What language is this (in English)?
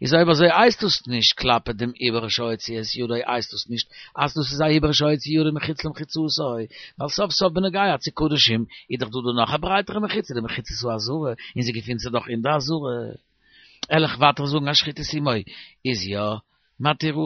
Yiddish